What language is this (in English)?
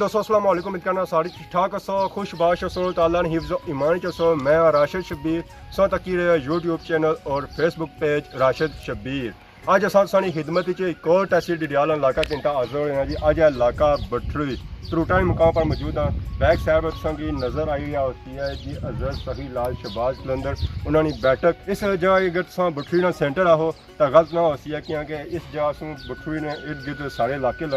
Pahari-Potwari